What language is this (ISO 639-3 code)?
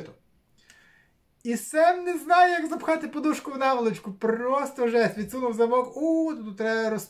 ukr